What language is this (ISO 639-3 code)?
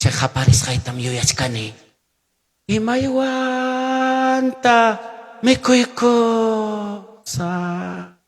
quy